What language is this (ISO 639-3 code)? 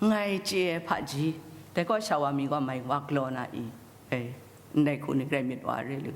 kac